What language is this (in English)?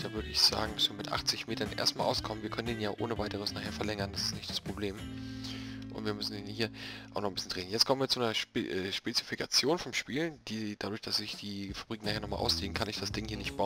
German